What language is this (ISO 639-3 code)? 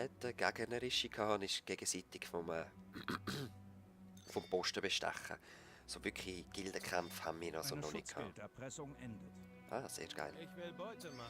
gsw